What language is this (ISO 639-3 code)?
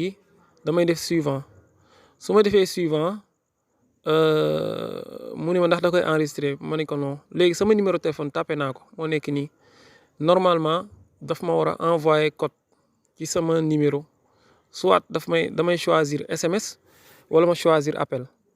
wol